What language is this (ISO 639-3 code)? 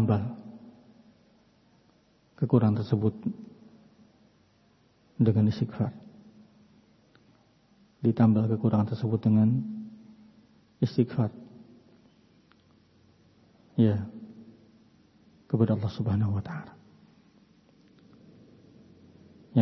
ind